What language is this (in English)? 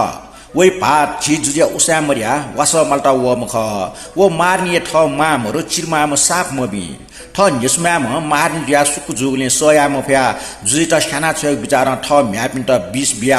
Newari